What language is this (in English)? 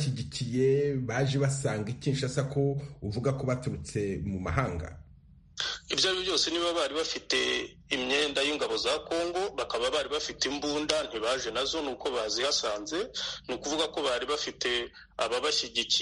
Kinyarwanda